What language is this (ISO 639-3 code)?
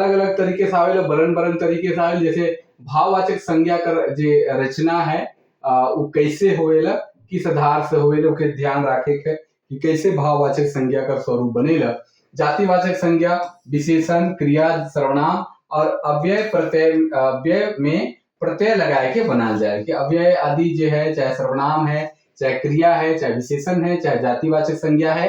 sck